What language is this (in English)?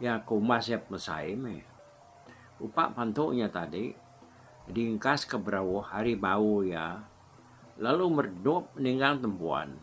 Iban